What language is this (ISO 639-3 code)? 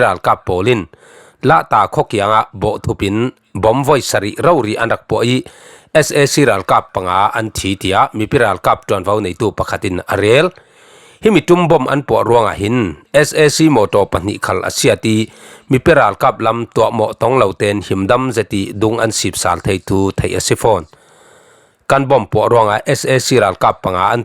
cfm